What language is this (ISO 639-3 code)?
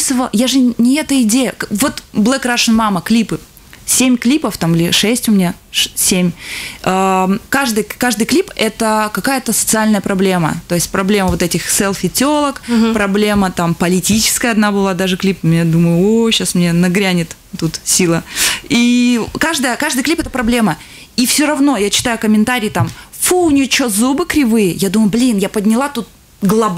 rus